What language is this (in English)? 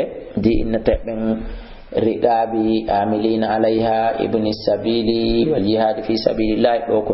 Fula